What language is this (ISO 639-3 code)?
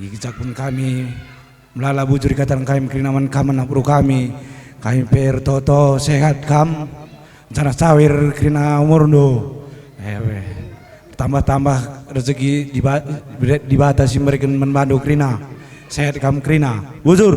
btx